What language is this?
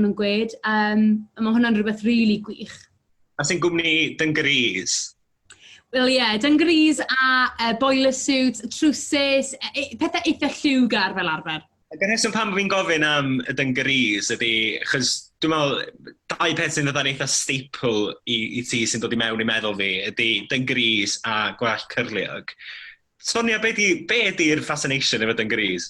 Welsh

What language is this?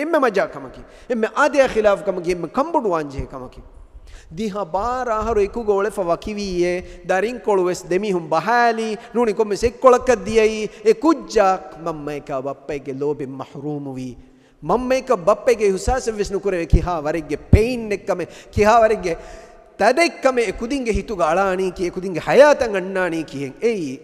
Divehi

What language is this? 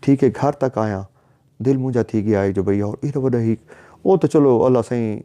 Saraiki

